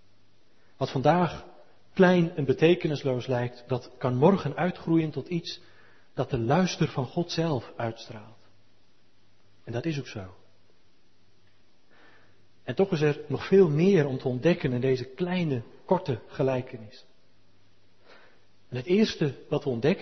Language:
Dutch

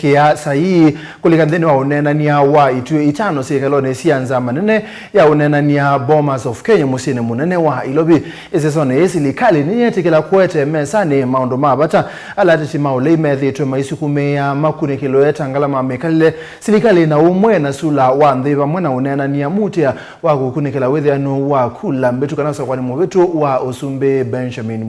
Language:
Kamba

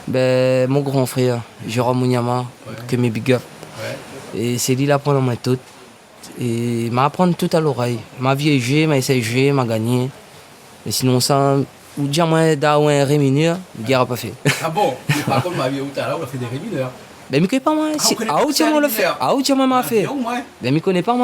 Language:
Réunion Creole French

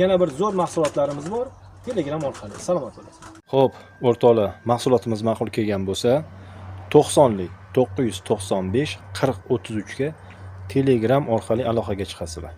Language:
Uzbek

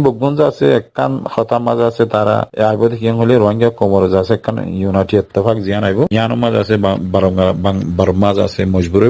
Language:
Rohingya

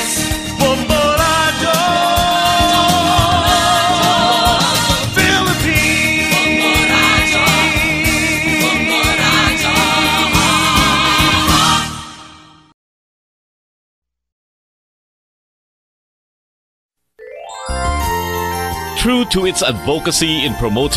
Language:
Filipino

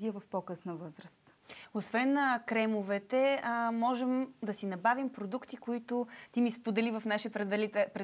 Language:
Bulgarian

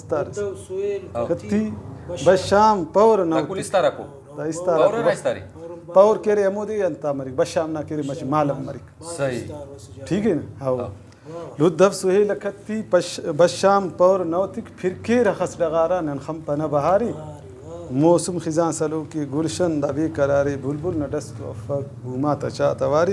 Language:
Brahui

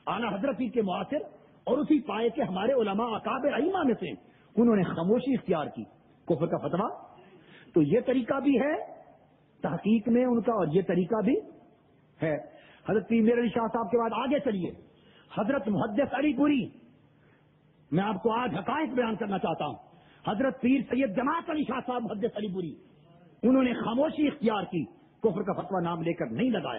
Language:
Urdu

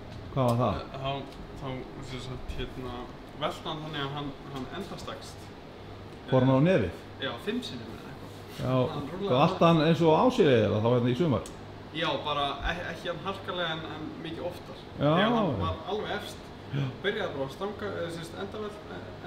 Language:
Icelandic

